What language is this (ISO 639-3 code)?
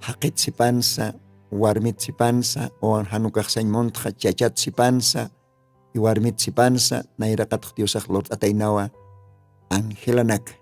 aym